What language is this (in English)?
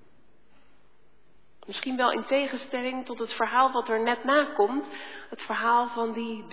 Dutch